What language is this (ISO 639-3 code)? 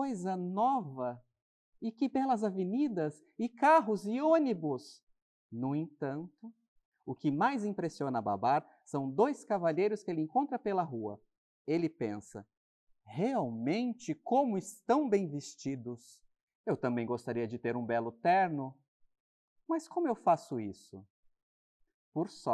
por